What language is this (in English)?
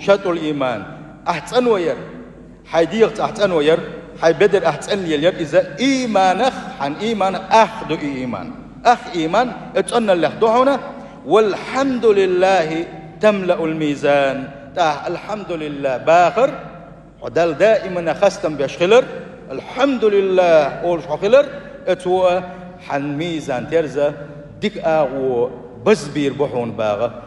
Chechen